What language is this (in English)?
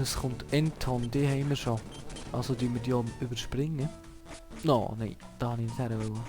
Swiss German